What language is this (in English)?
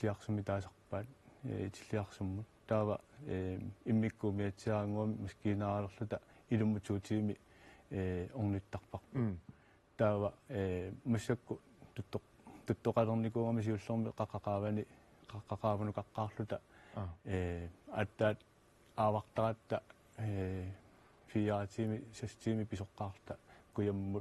Kalaallisut